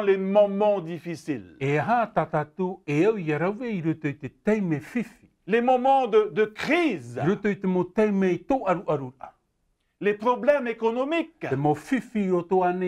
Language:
Tahitian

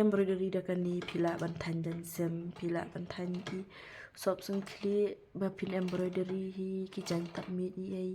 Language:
Khasi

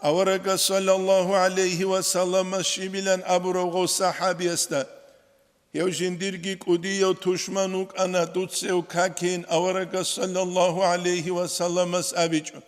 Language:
Avaric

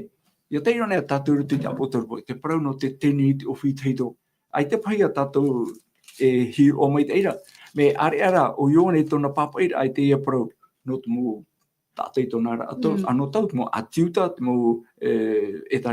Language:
Tahitian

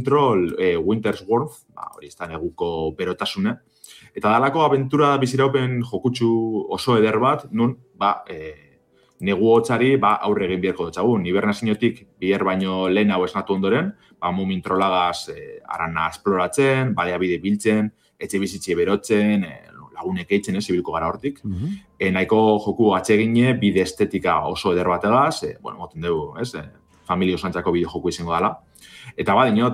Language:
Basque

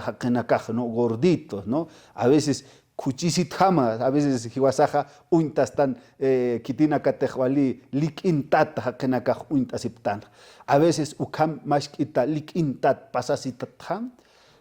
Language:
Aymara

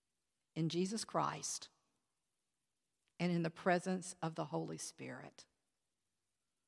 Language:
English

